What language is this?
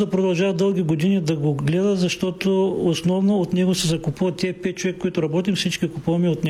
Bulgarian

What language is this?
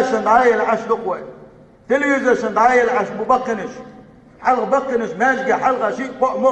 Chechen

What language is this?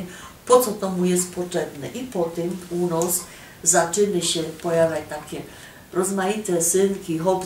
Silesian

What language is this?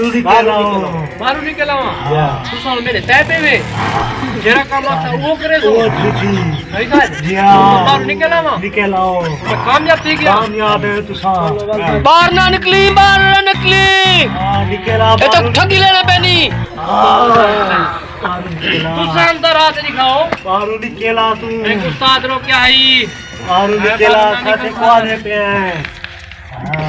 Saraiki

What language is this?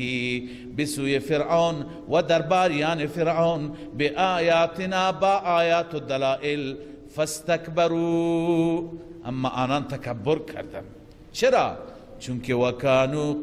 Persian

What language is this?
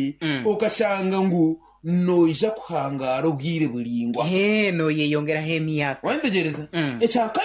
Nyankole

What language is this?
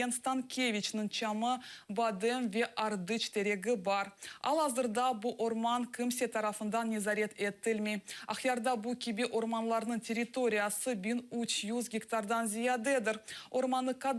Crimean Tatar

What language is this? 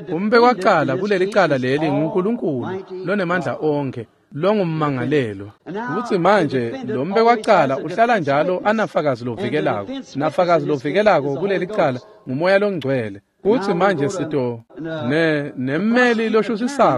Swati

